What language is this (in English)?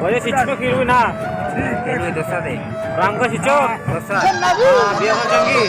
Baluchi